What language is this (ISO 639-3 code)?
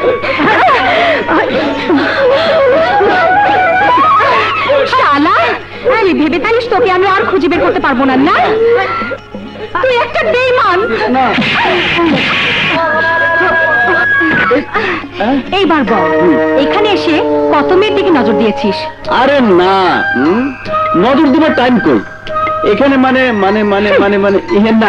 ben